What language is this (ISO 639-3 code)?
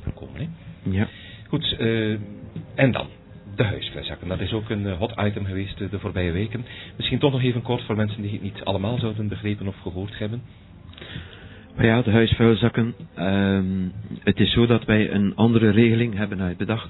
nld